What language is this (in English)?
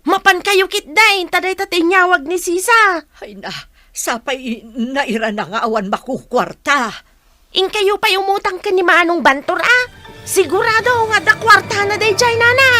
Iloko